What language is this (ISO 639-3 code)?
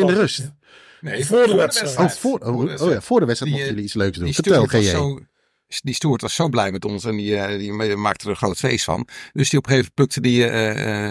nld